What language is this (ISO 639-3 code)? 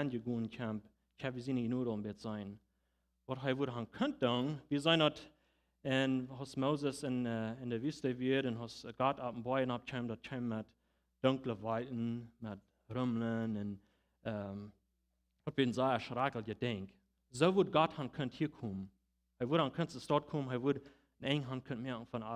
pdt